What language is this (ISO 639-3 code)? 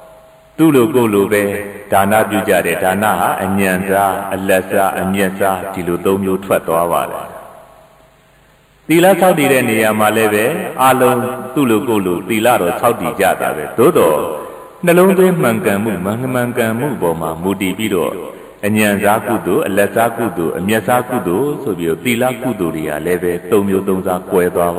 mya